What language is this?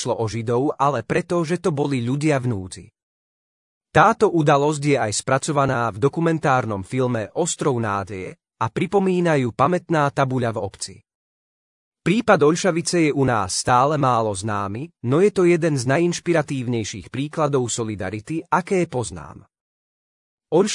Slovak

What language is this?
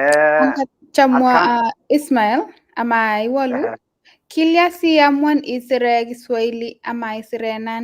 Kalenjin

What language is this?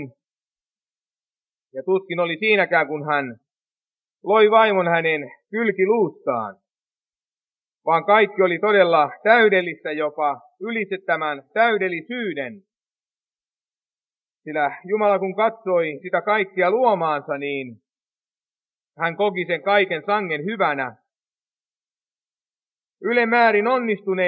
Finnish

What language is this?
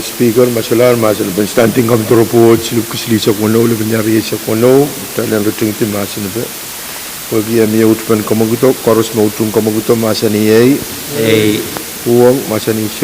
Pohnpeian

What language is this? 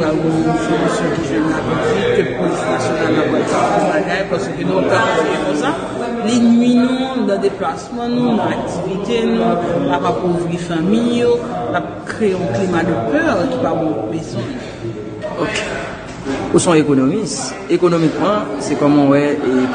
Haitian Creole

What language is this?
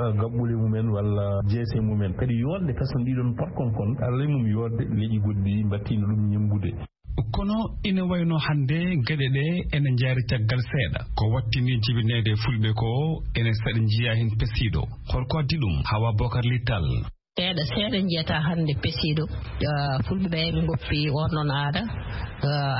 Fula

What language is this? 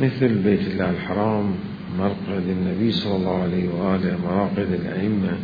Mesopotamian Arabic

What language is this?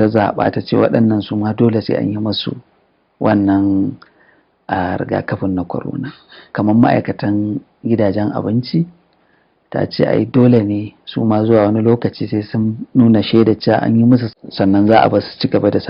Hausa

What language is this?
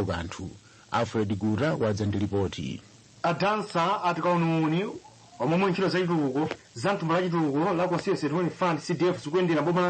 Nyanja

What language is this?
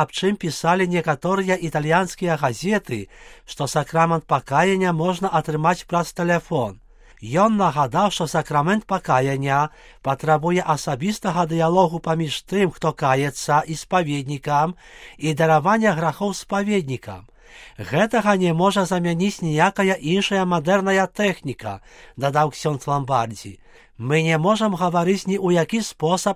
Belarusian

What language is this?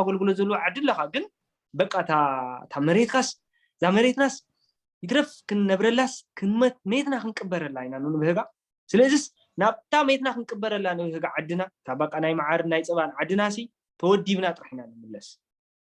Tigrinya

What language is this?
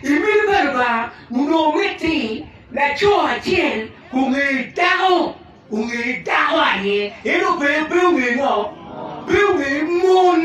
Acoli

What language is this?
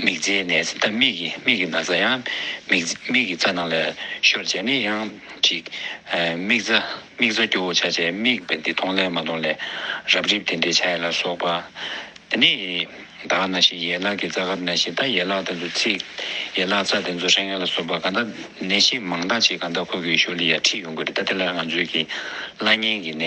Tibetan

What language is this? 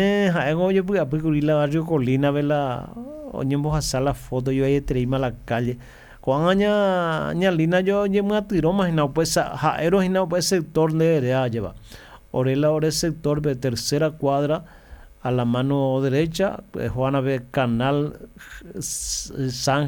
Guarani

